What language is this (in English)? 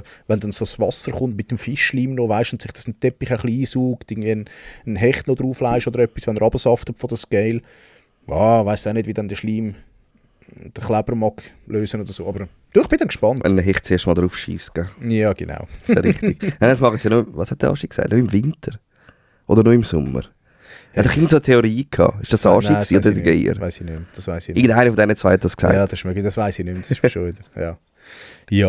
Swiss German